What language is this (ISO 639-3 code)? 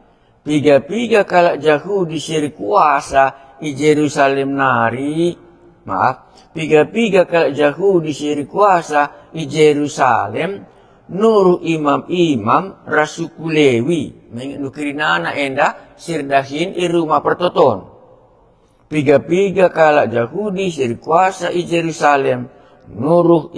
btx